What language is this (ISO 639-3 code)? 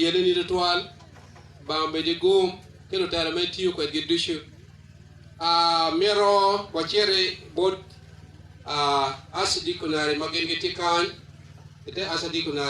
ach